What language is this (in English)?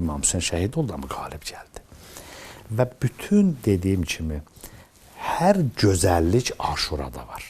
Azerbaijani